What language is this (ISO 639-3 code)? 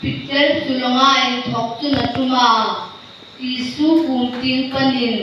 hmr